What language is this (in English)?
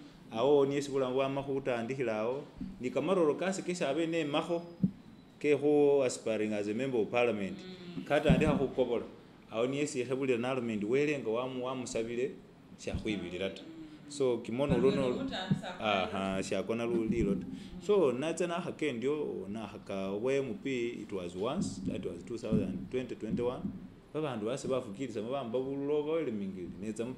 Masaaba